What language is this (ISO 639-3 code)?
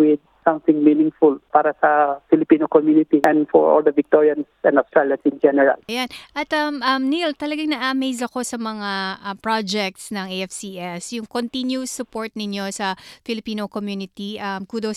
fil